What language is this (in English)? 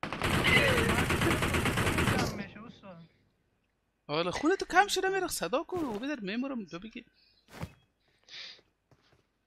Persian